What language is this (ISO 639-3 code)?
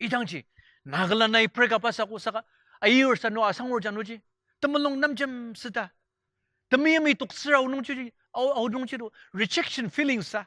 njo